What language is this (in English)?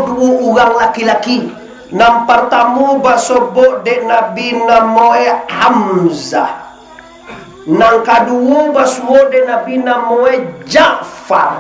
Minangkabau